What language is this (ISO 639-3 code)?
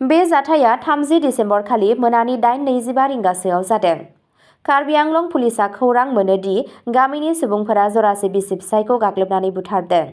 brx